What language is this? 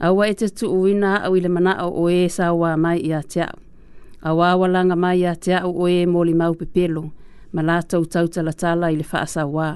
Samoan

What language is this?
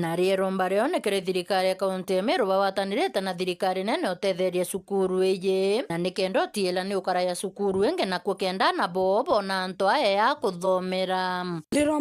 Meru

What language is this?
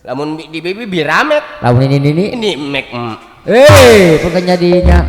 Sundanese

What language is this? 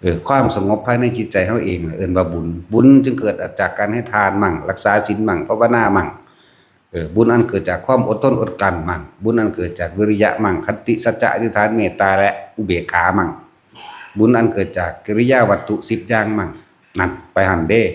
Northeastern Thai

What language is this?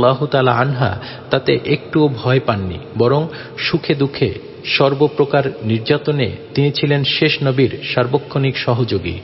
Bangla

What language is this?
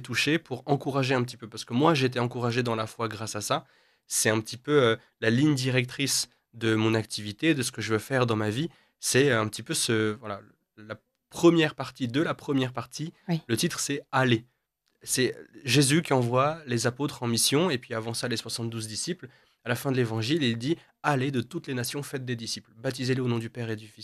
French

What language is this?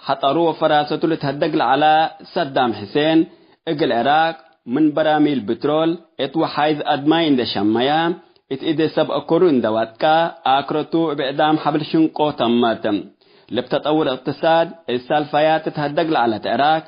Tigre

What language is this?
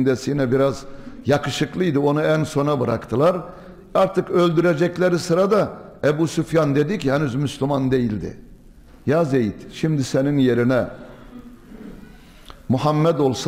Turkish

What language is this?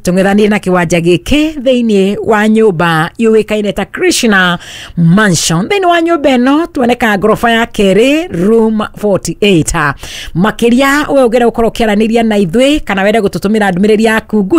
Kikuyu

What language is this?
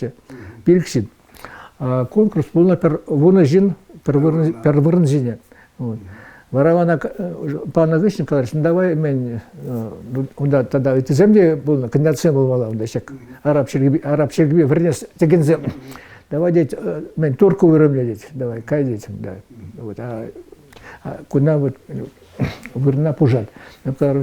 Chuvash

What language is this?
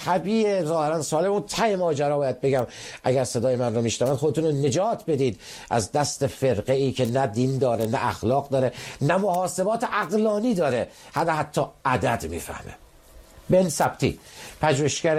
Persian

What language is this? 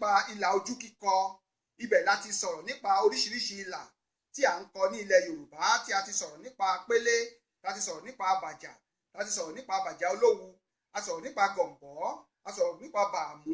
Yoruba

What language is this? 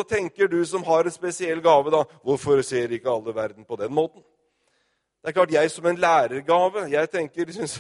Norwegian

